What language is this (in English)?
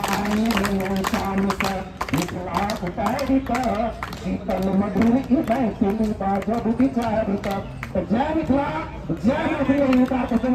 Maithili